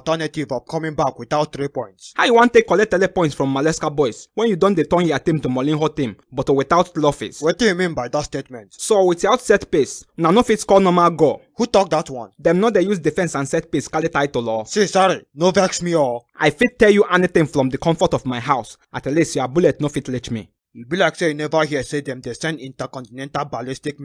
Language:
Nigerian Pidgin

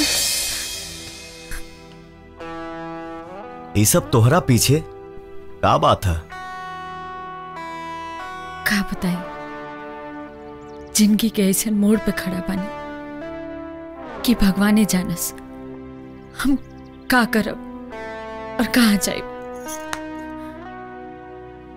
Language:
Bhojpuri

